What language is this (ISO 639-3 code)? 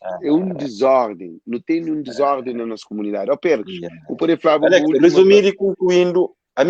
kea